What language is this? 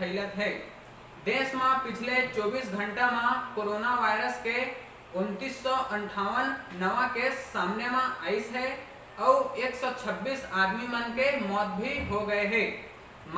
Chhattisgarhi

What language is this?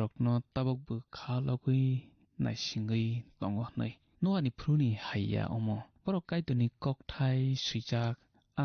Kok Borok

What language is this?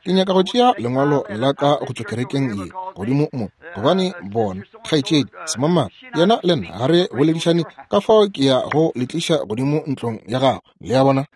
Northern Sotho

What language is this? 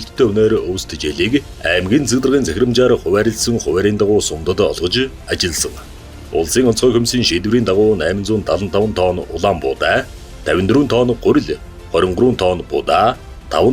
Mongolian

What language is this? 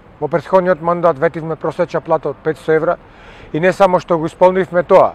Macedonian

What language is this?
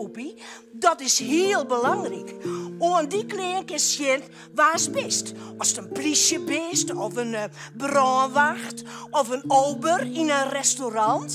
Western Frisian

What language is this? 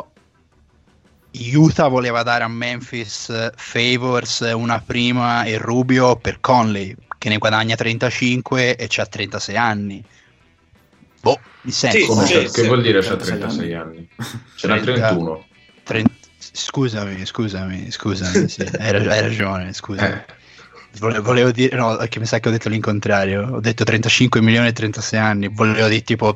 Italian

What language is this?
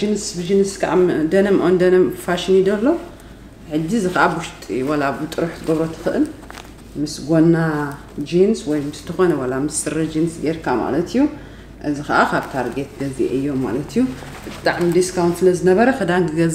Tigrinya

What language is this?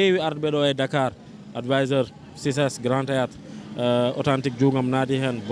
Fula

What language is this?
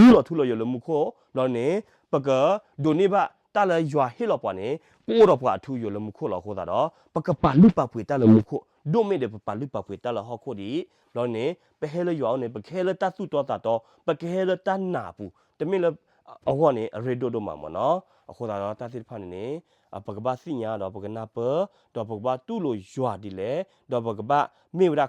S'gaw Karen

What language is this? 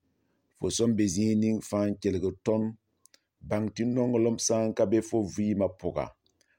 Mossi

